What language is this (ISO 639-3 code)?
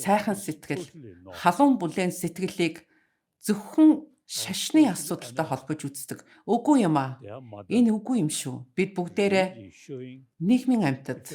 mon